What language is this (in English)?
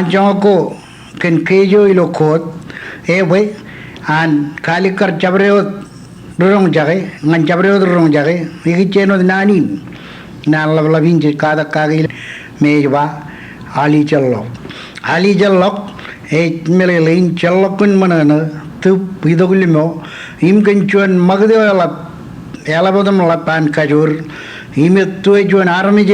Marshallese